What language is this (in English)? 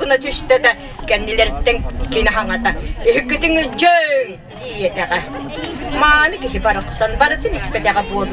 Yakut